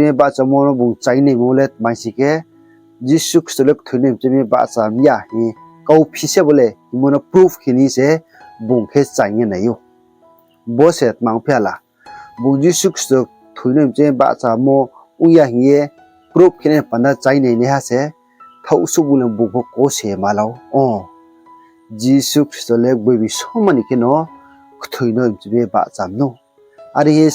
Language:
Riang (India)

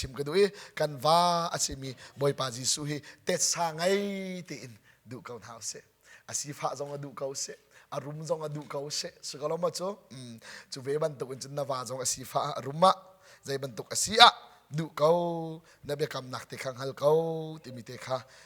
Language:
Hakha Chin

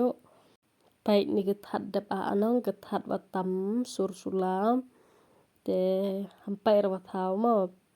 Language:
Khasi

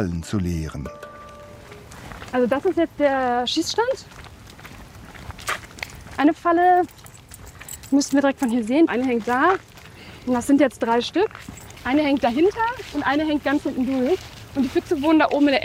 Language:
German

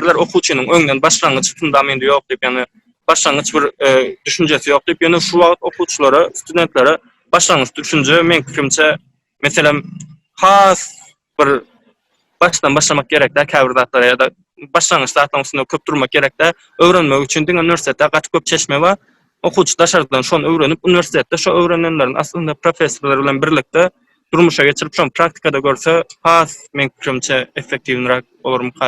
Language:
Turkmen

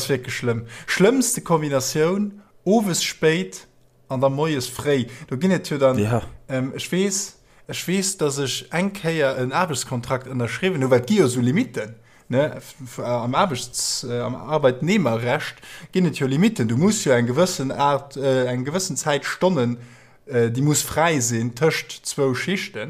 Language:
Luxembourgish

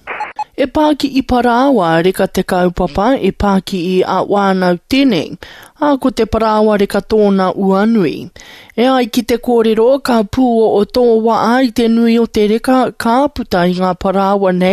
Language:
Māori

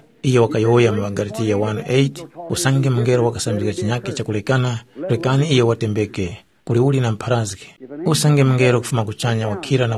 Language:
Tumbuka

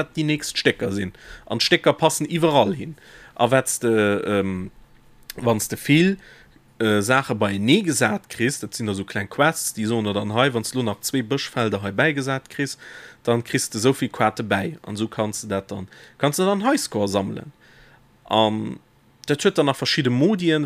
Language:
Luxembourgish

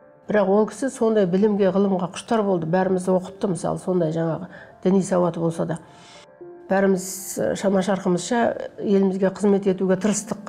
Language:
Kazakh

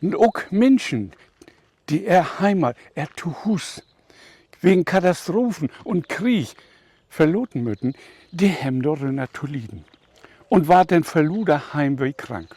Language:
Low German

